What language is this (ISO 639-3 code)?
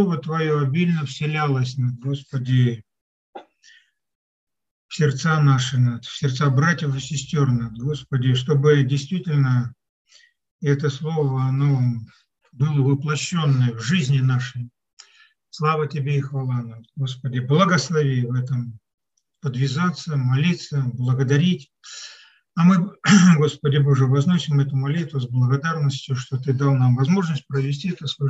rus